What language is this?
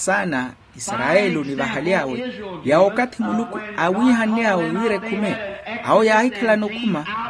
Makhuwa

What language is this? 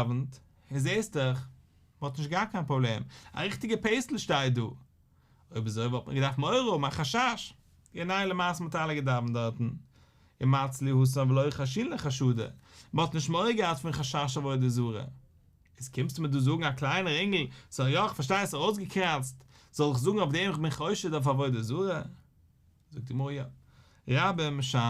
Yiddish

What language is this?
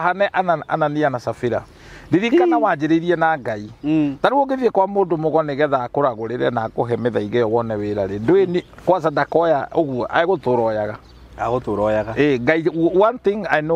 Kikuyu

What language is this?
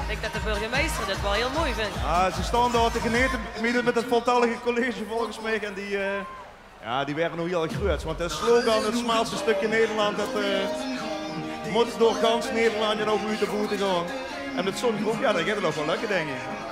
Limburgish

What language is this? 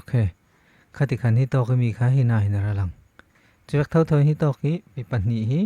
Falam Chin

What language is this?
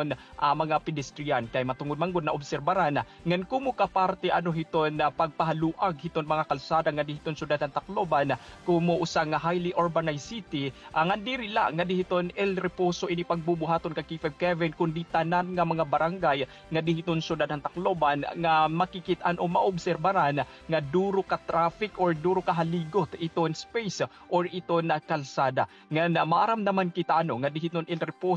Waray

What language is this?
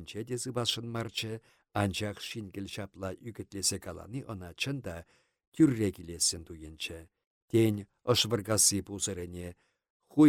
Chuvash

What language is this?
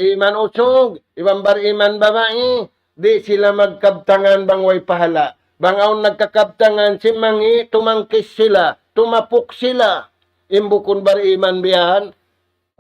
Tausug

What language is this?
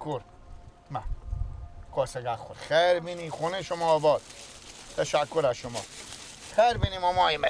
Persian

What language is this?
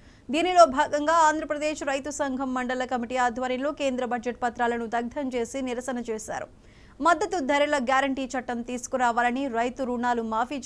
Telugu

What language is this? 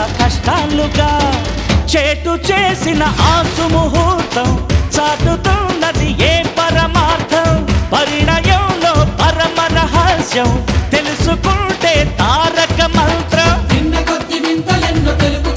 Telugu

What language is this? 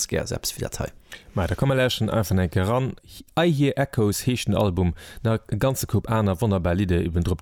Luxembourgish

